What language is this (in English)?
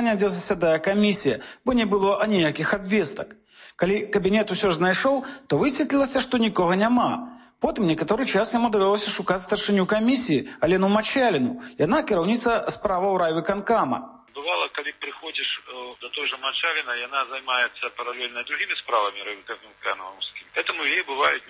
Belarusian